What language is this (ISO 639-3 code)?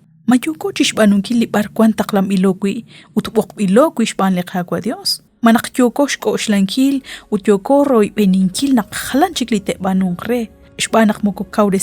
kek